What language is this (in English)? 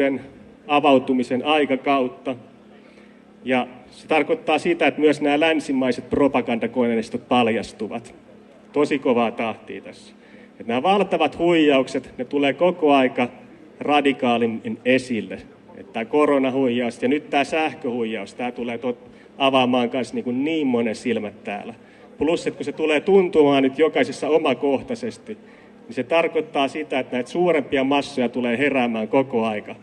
Finnish